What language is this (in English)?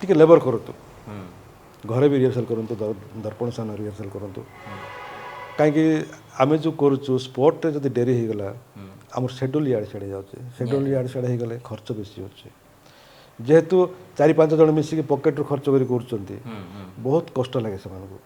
Odia